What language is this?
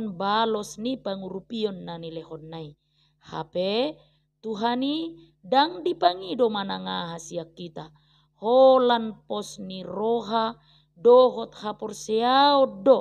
Batak Toba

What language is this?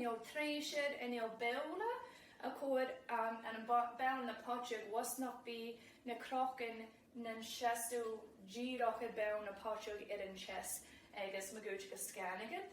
Scottish Gaelic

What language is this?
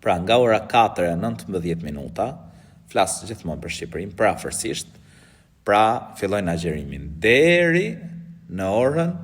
Albanian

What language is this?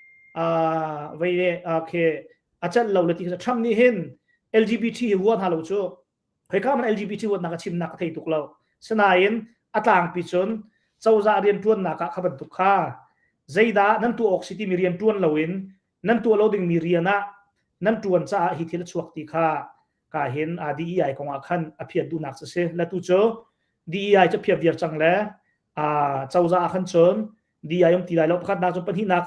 Hakha Chin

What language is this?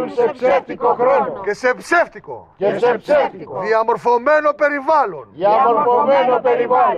Greek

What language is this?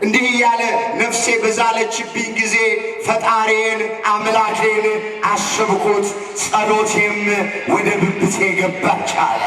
Amharic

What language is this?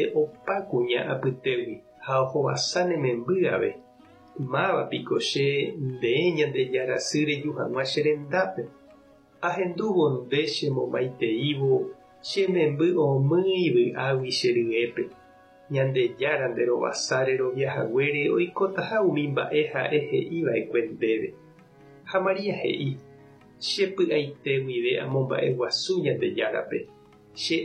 Guarani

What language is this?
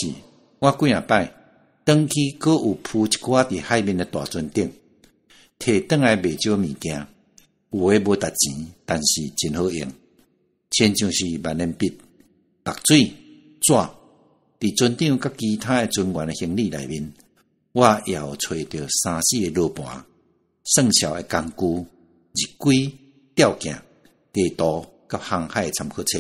Min Nan Chinese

